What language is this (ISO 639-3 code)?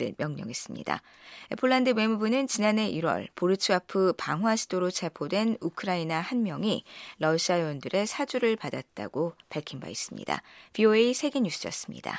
kor